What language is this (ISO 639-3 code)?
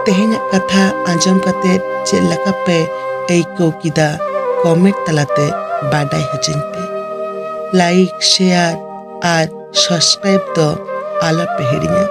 sat